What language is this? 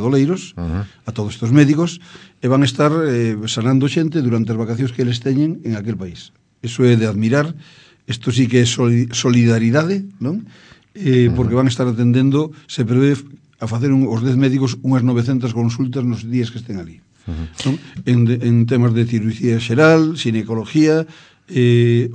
Galician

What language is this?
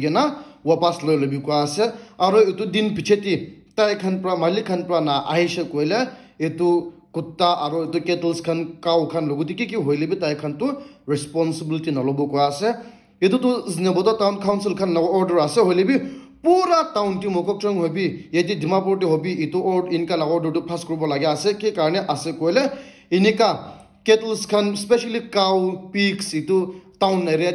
Naga Pidgin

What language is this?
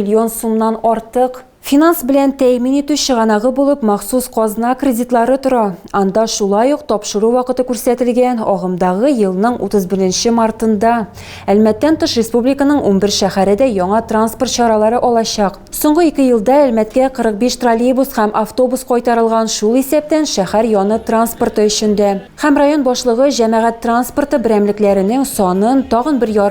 Tatar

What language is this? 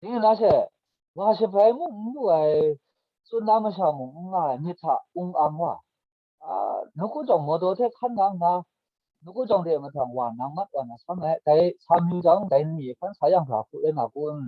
Kachin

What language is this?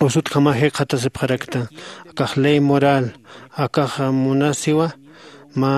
Aymara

